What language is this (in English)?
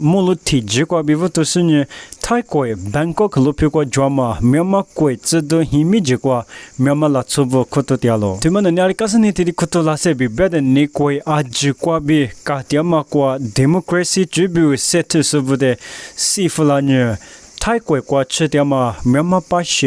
Lisu